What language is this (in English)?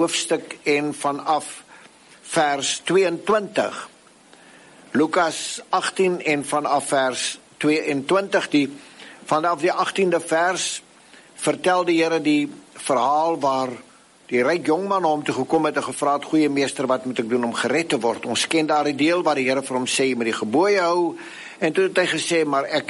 Afrikaans